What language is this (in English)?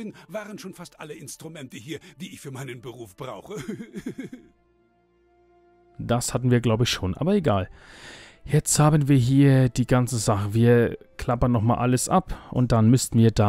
German